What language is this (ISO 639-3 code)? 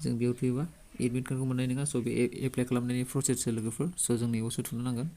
brx